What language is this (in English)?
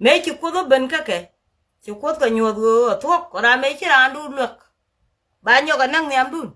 Nuer